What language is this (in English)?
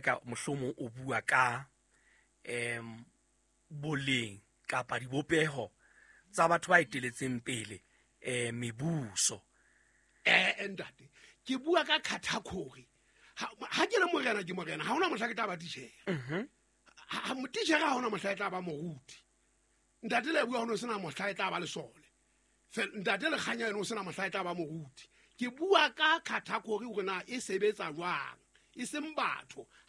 Southern Sotho